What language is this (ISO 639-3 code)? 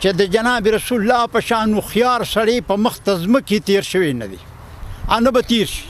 pus